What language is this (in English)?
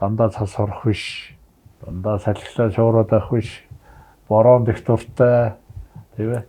Mongolian